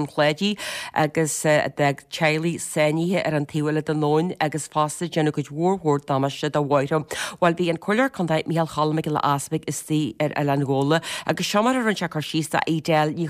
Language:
Irish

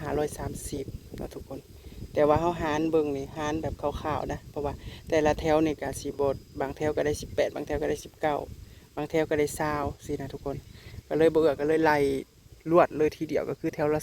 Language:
Northeastern Thai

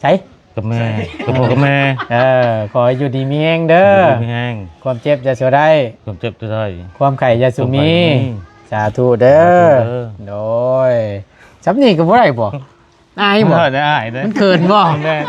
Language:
Northeastern Thai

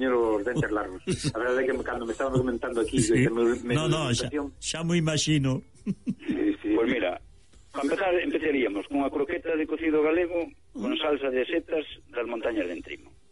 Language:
Galician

